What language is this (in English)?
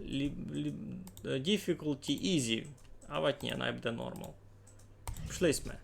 Rusyn